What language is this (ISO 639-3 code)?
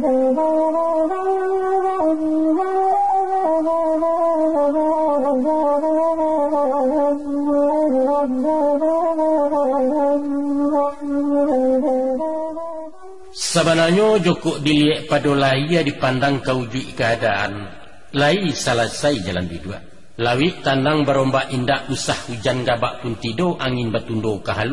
min